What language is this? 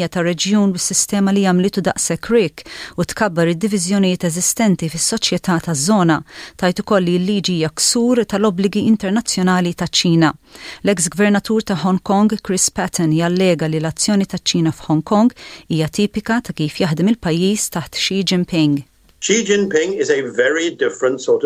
Maltese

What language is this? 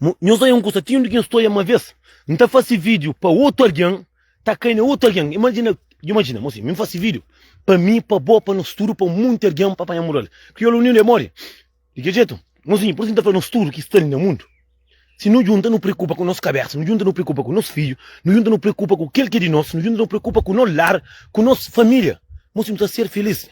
Kabuverdianu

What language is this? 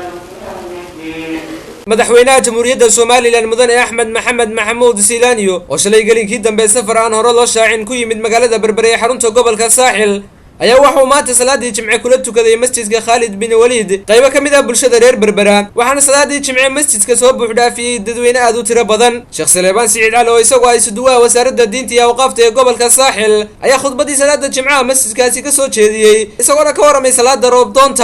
Somali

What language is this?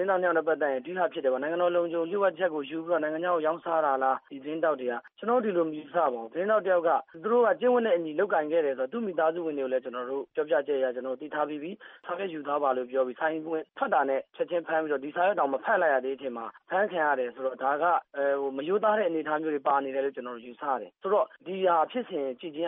Burmese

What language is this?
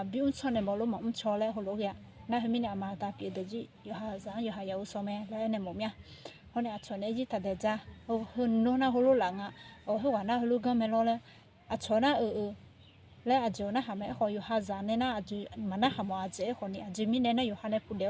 Akha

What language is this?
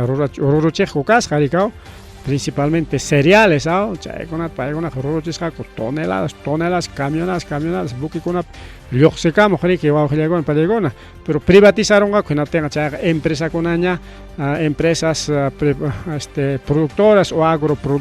Ayacucho Quechua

